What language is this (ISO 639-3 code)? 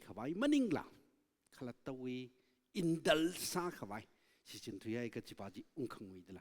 nmf